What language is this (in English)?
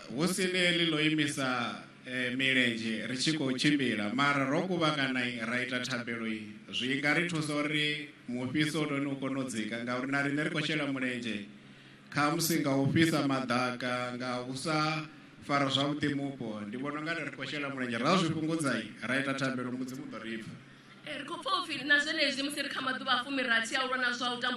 Venda